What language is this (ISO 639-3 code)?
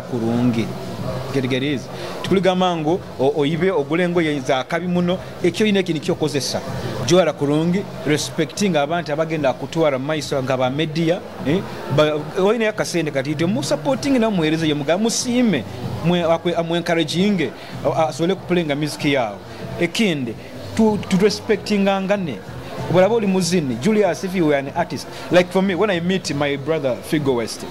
nyo